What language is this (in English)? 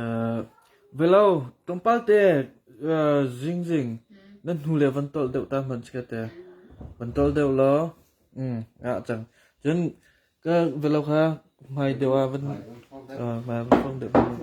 Hakha Chin